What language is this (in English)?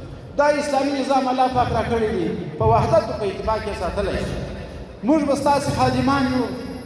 Pashto